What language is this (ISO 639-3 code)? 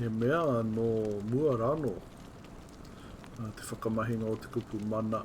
mri